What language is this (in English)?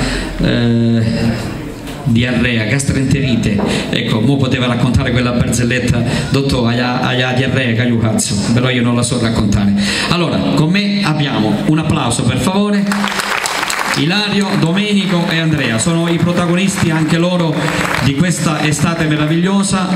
Italian